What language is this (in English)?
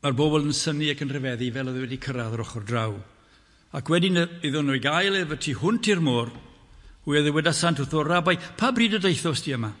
Welsh